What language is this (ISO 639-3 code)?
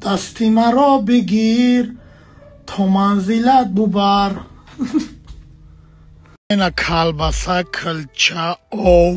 tgk